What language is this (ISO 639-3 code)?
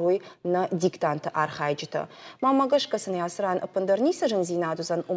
oss